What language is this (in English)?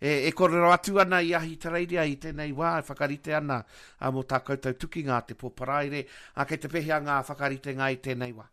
Māori